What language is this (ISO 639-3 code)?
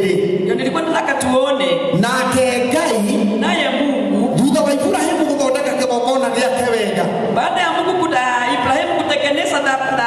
kik